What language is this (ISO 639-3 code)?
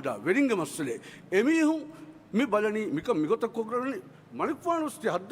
div